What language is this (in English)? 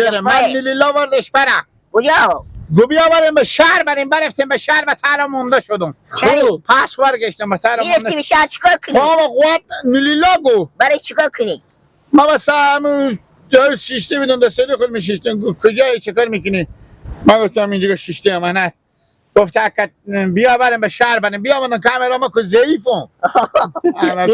Persian